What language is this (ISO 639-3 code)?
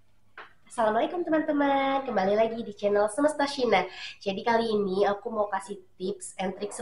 ind